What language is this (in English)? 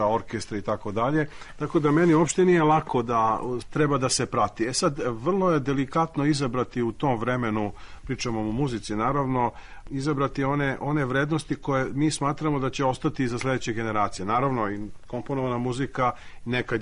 Serbian